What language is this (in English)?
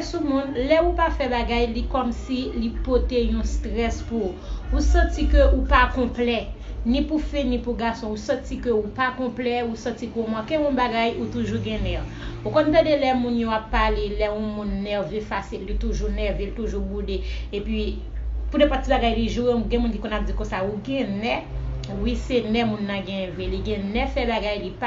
Haitian Creole